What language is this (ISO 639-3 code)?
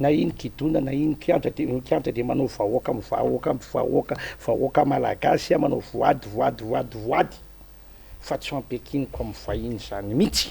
mlg